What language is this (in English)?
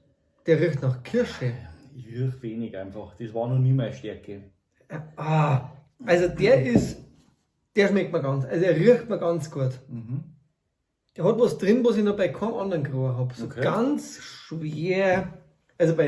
Bavarian